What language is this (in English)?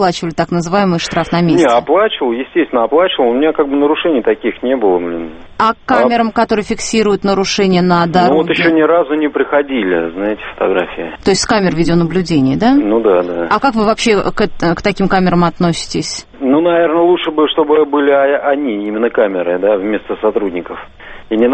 Russian